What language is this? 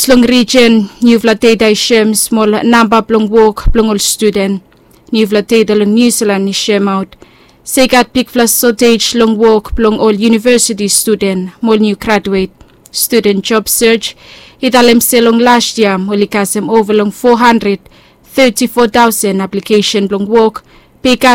Bislama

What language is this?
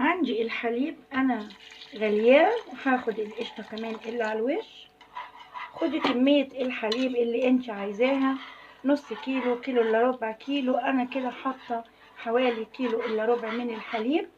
Egyptian Arabic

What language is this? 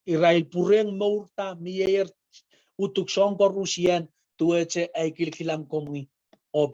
Pohnpeian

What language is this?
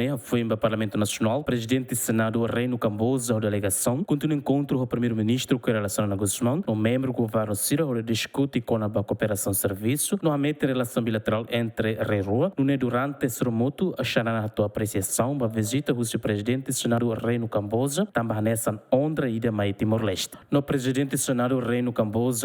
Tetum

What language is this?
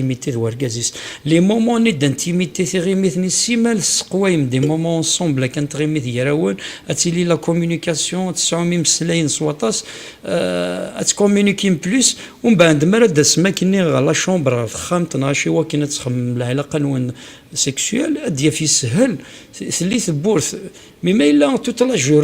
Kabyle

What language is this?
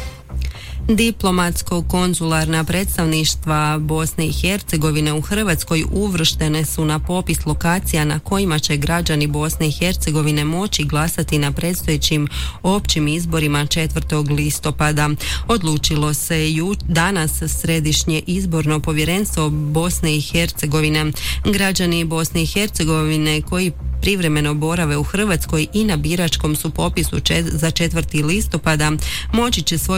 Croatian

